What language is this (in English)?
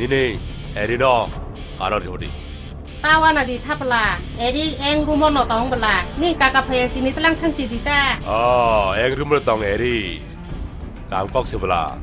Kok Borok